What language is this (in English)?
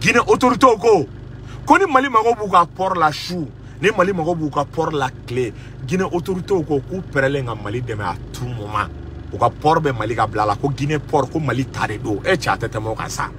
Bambara